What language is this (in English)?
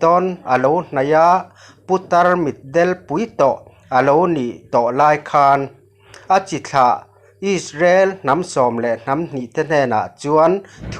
Mizo